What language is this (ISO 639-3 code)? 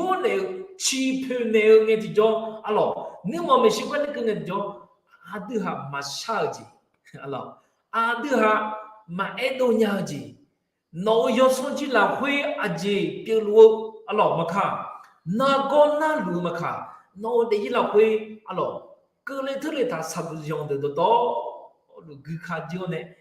ahk